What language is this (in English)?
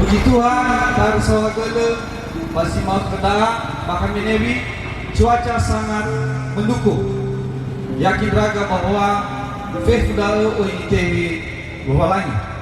Nias